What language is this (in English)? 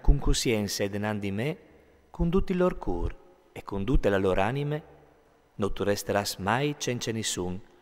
Friulian